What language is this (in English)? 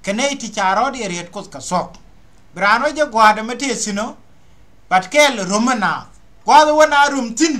Nuer